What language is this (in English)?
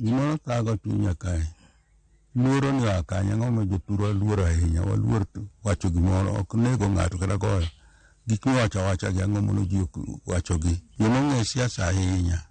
Luo (Kenya and Tanzania)